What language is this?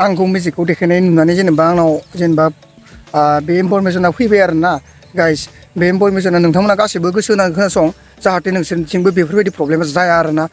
Bodo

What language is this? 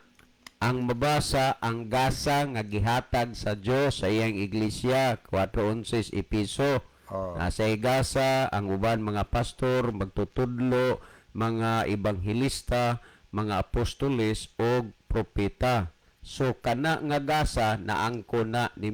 Cebuano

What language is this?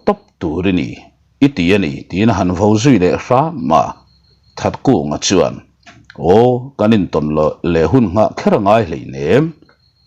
Mizo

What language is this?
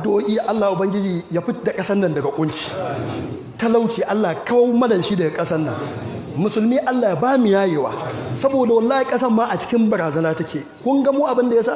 Hausa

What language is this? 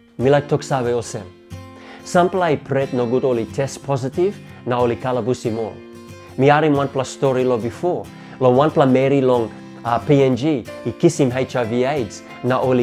Tok Pisin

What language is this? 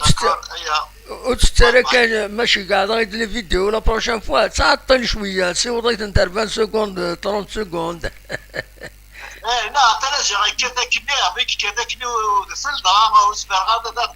Kabyle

